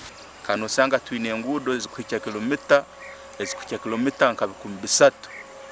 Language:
Nyankole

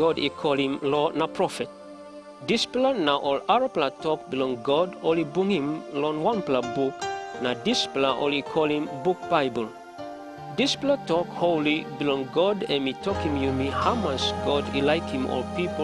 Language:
Tok Pisin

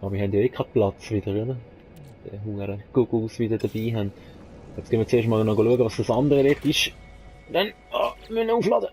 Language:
Swiss German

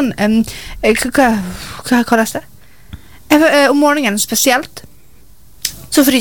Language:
Norwegian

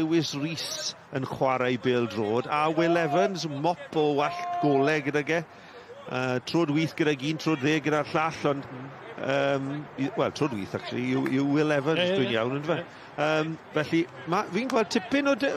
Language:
Welsh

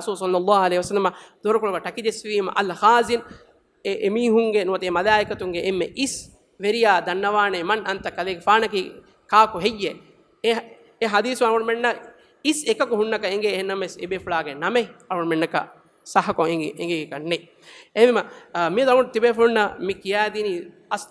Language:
Divehi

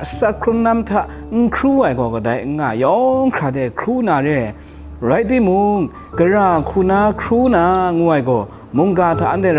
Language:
Kachin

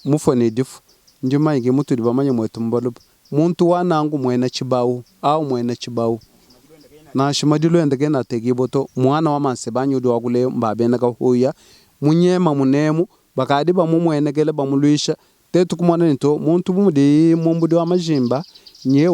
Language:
Luba-Lulua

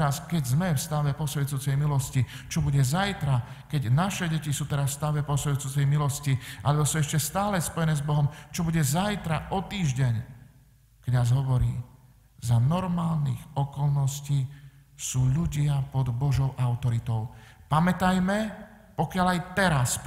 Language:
Slovak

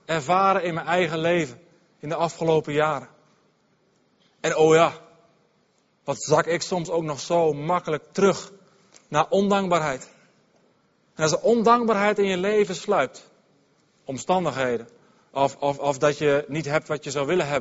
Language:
Dutch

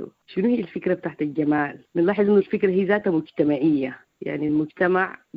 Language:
Sudanese Arabic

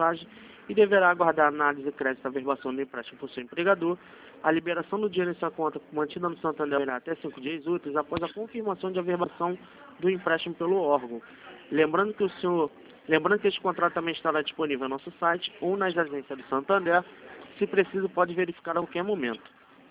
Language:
Portuguese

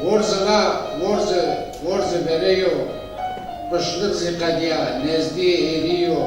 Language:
Zaza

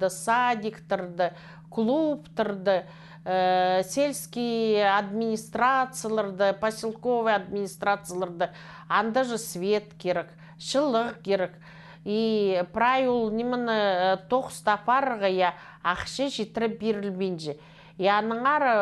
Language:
Khakas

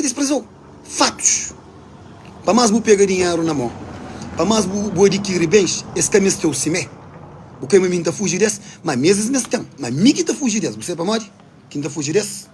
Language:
Kabuverdianu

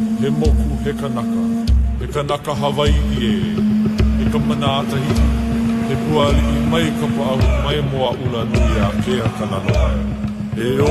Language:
Hawaiian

